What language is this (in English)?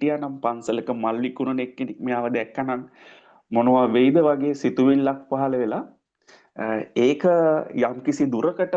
Sinhala